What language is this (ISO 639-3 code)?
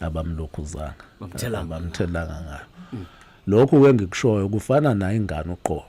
zul